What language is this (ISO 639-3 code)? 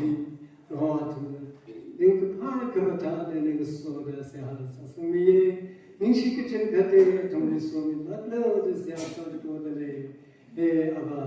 nmf